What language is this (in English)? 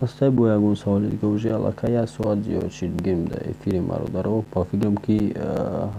Tajik